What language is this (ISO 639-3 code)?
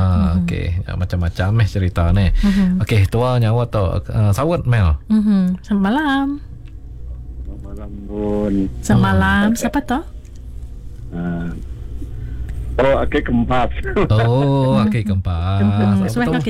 msa